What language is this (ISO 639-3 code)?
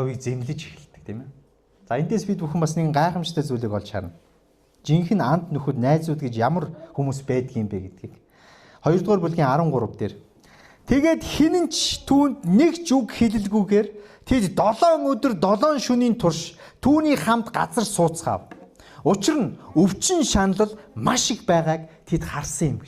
mon